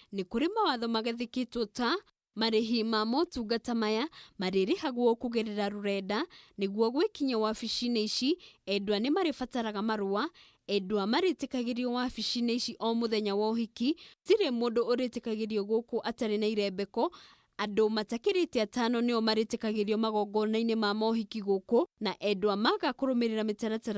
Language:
Kikuyu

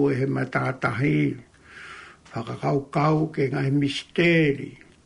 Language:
Tongan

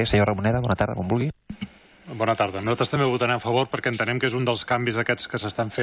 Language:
Catalan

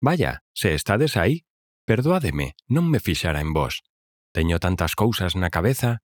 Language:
Galician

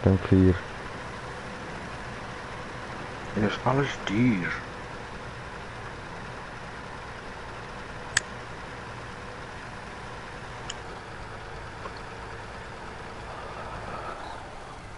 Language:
Afrikaans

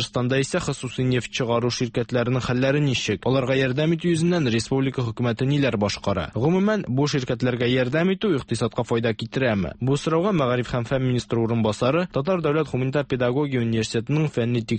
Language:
Tatar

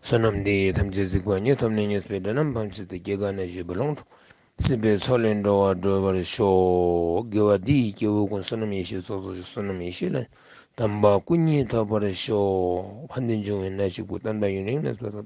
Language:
Ladakhi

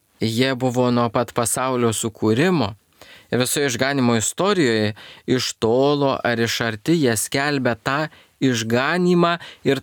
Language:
Lithuanian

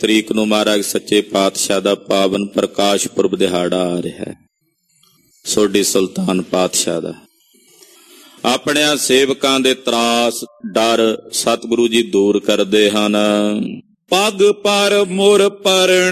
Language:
Punjabi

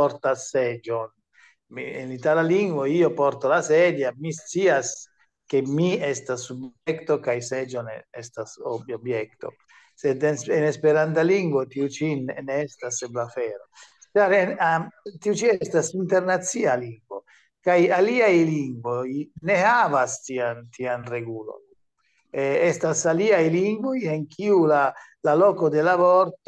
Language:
Esperanto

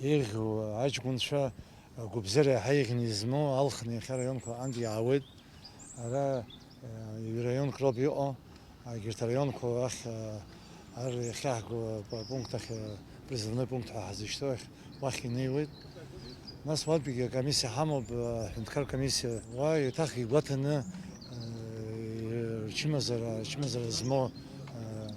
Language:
Abkhazian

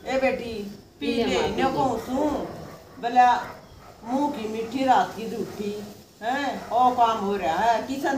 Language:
Haryanvi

